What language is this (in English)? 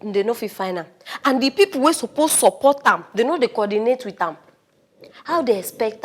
Nigerian Pidgin